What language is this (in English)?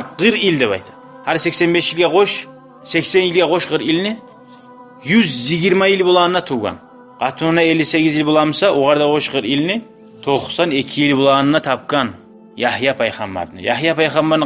Kumyk